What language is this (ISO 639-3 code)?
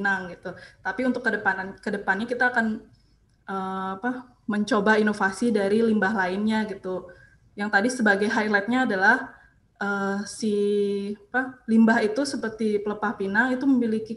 ind